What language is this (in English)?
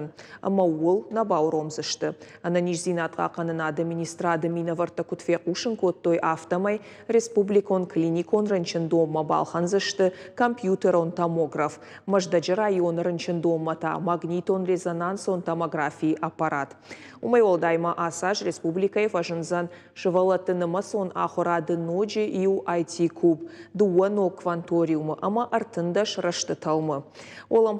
Ossetic